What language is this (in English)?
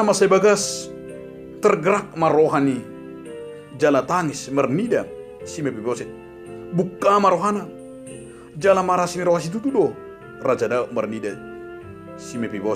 Batak Toba